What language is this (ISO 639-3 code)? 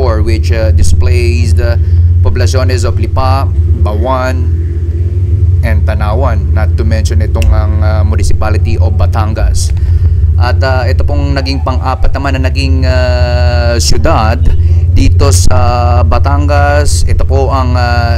fil